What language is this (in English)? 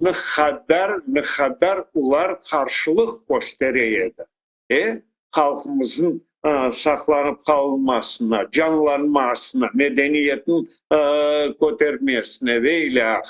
Crimean Tatar